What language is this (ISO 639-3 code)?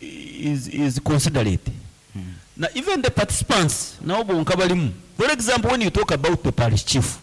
nyn